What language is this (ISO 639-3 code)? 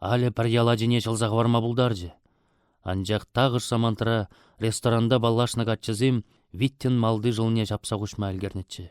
chv